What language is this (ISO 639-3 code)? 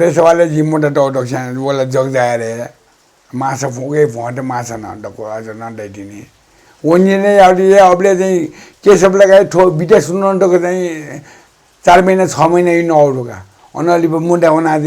new